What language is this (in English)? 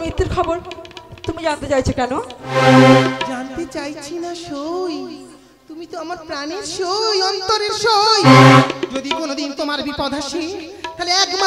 Bangla